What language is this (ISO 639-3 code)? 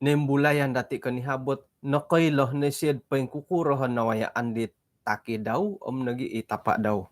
dtp